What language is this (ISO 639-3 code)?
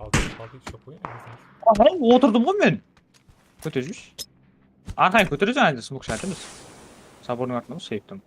kaa